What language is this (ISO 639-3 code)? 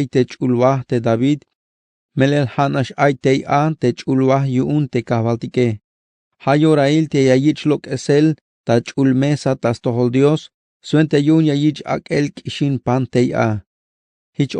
tzh